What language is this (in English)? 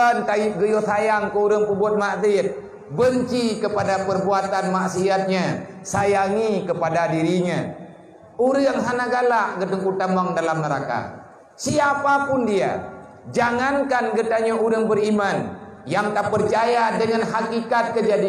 Achinese